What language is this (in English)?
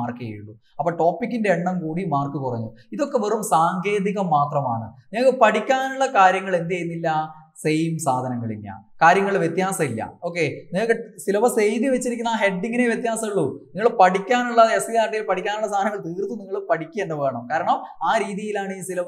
Malayalam